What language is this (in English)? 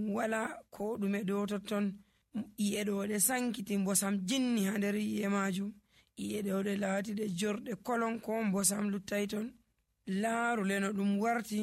Nigerian Fulfulde